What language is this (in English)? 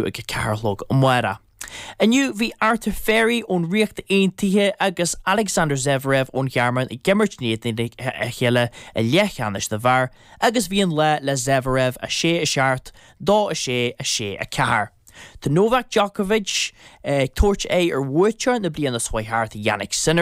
Irish